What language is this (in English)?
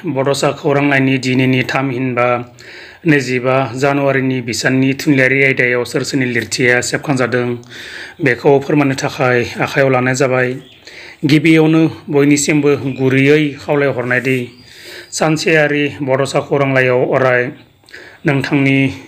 Bodo